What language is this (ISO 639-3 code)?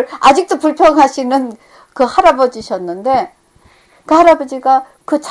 kor